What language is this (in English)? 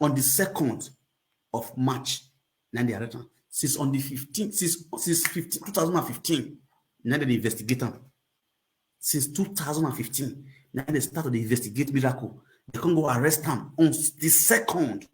Nigerian Pidgin